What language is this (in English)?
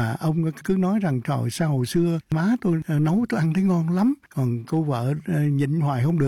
Vietnamese